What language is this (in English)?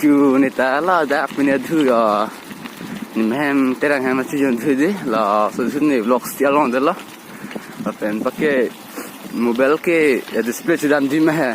Karbi